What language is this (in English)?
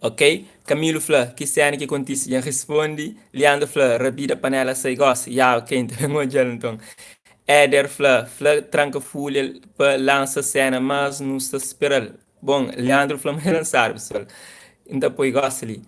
Kabuverdianu